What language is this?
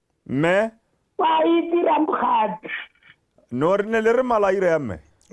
Tswana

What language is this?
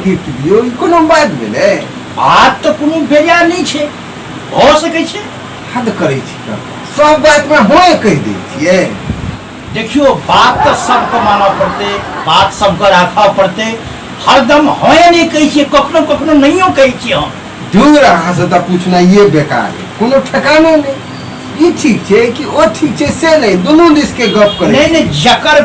Maithili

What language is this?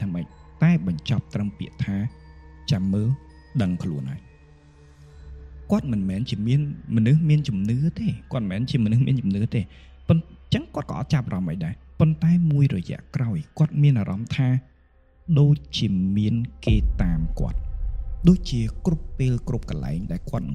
Khmer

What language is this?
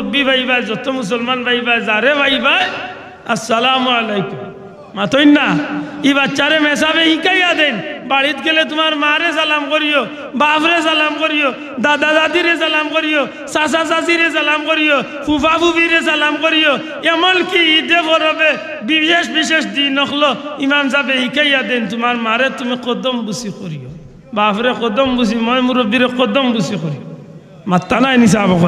Sylheti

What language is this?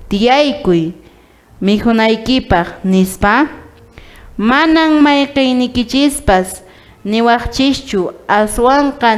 Quechua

